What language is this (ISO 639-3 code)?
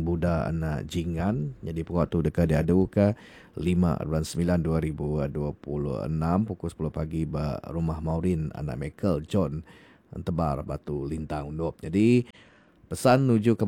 iba